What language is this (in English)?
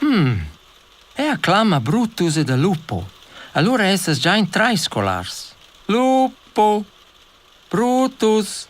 Romansh